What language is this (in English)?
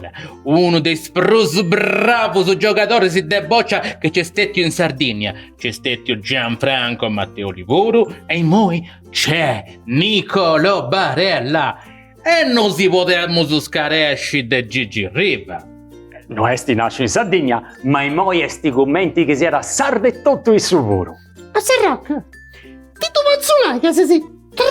Sardinian